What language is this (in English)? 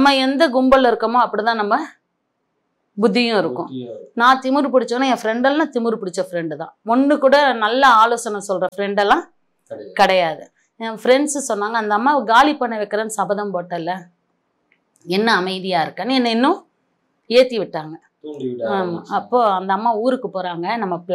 Tamil